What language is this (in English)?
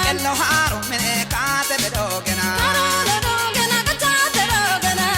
Kafa